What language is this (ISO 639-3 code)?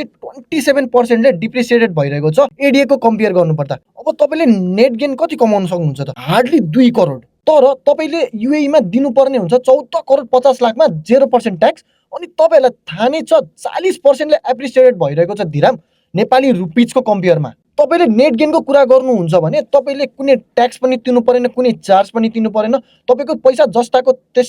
nep